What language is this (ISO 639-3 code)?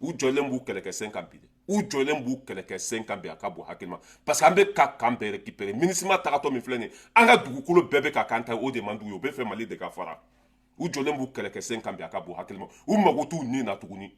bam